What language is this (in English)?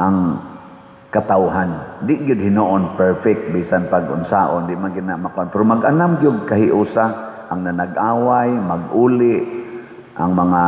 Cebuano